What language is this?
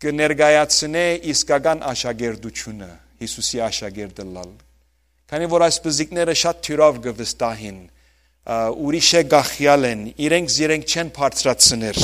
Western Armenian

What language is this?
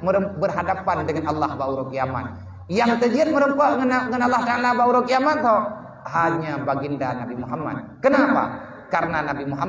Achinese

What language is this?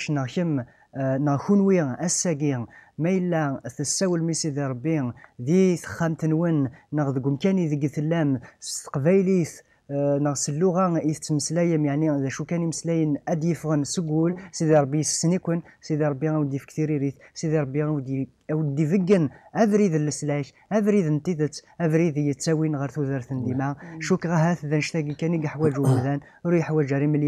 Kabyle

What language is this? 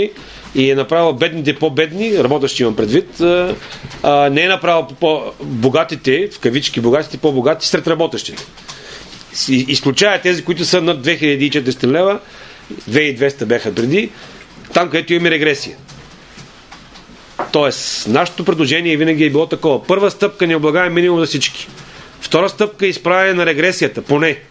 Bulgarian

